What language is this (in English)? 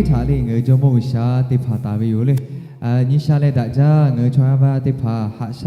Lahu